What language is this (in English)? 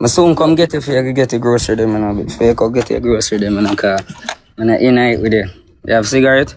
Jamaican Creole English